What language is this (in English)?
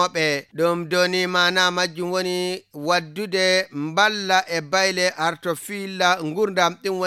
Fula